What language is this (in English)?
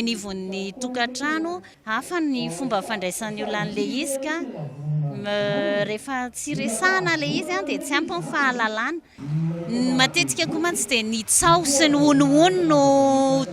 Malagasy